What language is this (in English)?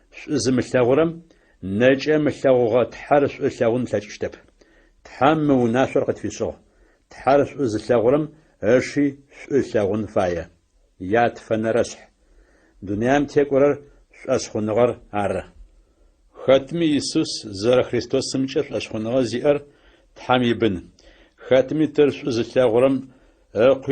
Adyghe